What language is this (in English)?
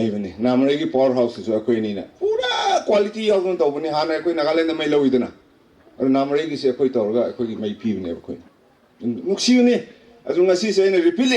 Manipuri